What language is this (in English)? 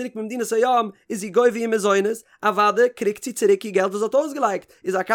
Yiddish